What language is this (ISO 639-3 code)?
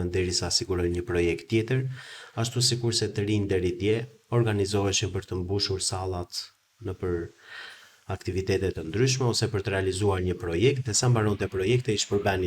sqi